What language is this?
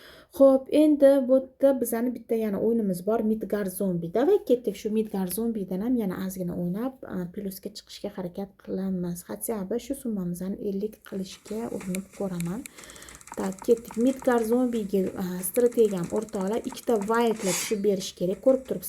Uzbek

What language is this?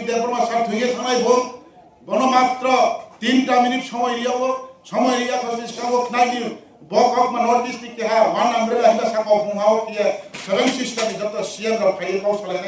Riang (India)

